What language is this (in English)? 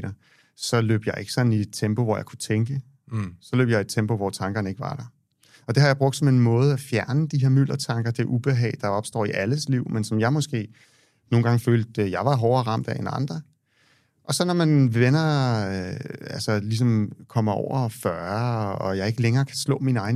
Danish